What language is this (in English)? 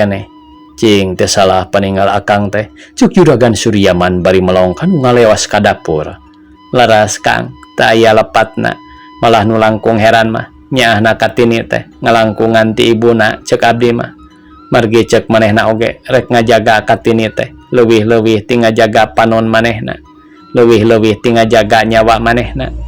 Sundanese